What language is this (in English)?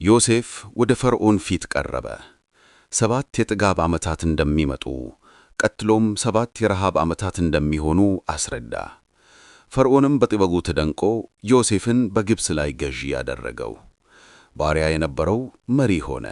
Amharic